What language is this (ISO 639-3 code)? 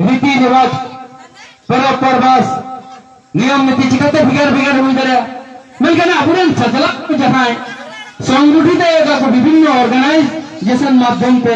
sat